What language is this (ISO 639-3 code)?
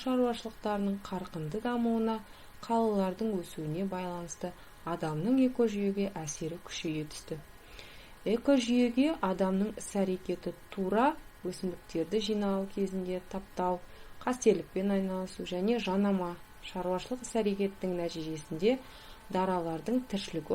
kaz